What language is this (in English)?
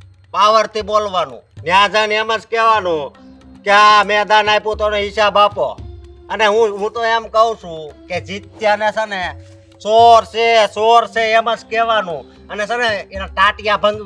Gujarati